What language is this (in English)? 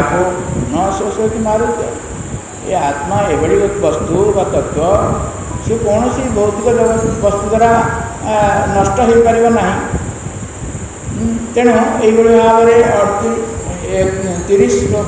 Odia